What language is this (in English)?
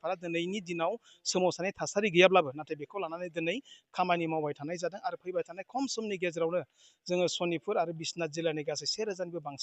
Bodo